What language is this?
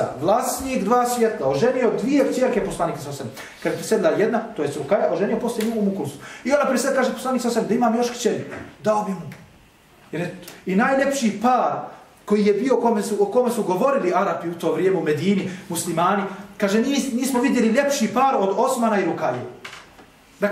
Bosnian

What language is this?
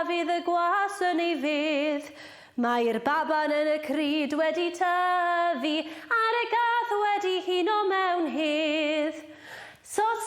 Welsh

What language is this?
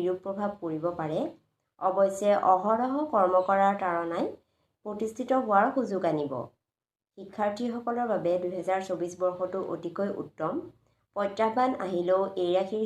Assamese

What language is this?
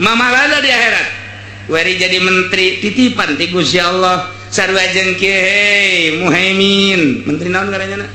Sundanese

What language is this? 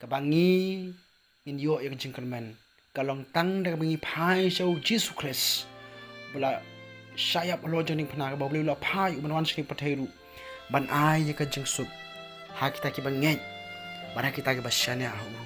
Khasi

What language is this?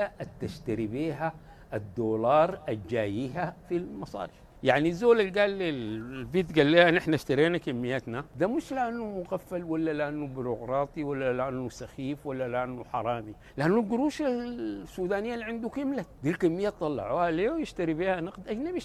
Sudanese Arabic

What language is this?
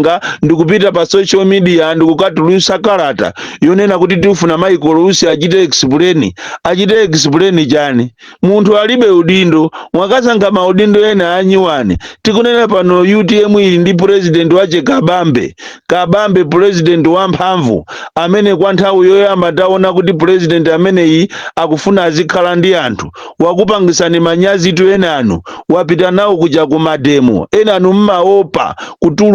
Nyanja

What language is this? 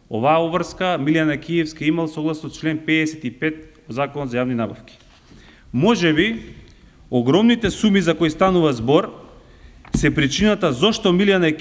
Macedonian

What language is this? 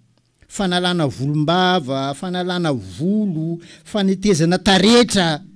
Malagasy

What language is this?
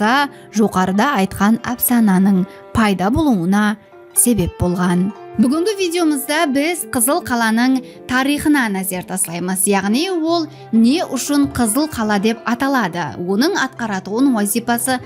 Kara-Kalpak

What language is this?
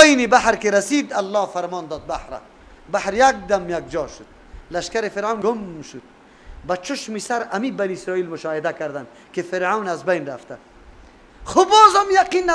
Persian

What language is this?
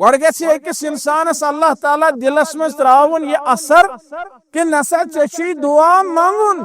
Kashmiri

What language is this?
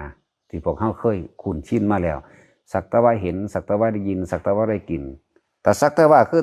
Northeastern Thai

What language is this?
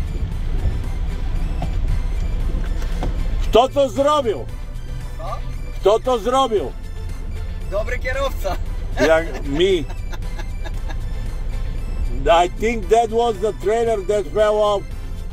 Bulgarian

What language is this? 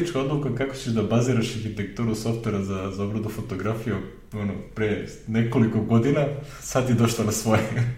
Serbian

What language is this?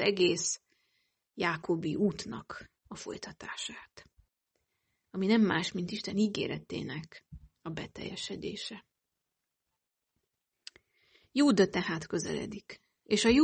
Hungarian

